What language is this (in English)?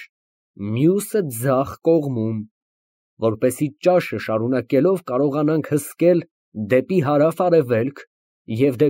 Armenian